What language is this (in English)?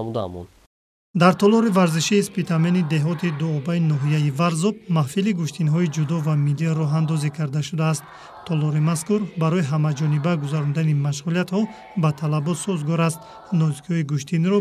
Tajik